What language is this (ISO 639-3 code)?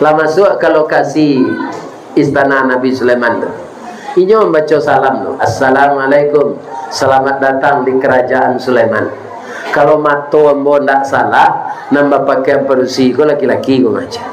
min